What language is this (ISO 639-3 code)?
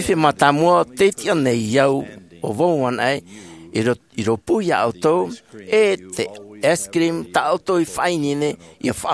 tah